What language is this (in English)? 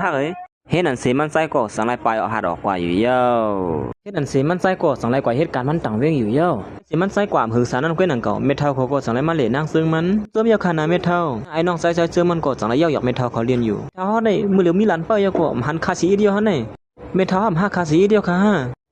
Shan